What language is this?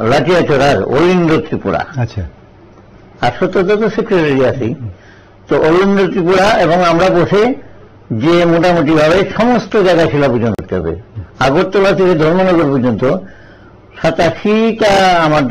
Bangla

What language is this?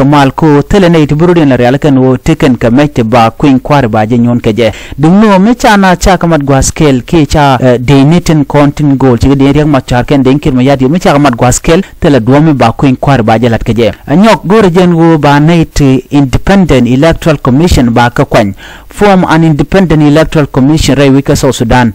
Nuer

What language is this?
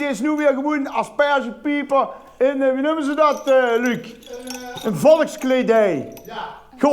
Limburgish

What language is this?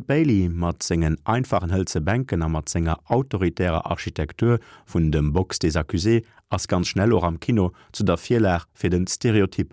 Luxembourgish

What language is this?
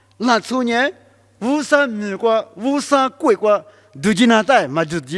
Lisu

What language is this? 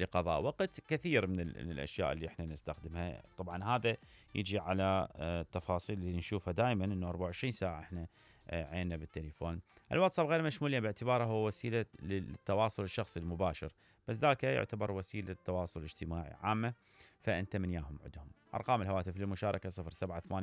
Mesopotamian Arabic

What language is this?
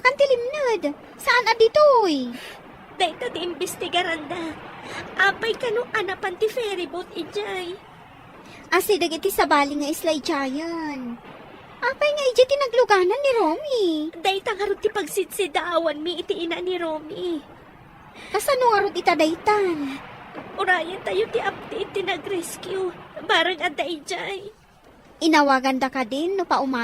Iloko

